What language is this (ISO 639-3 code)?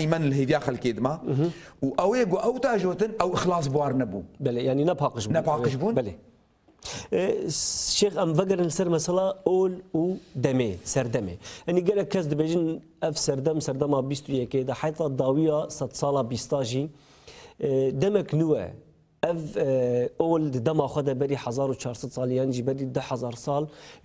kur